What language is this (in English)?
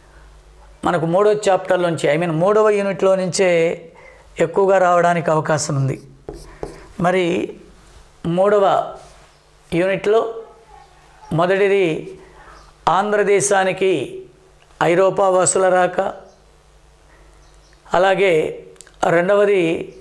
Telugu